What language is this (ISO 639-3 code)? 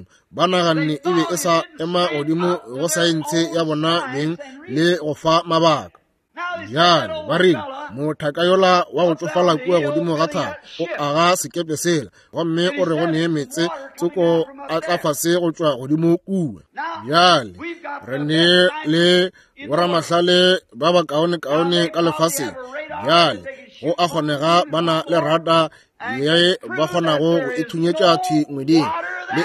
nso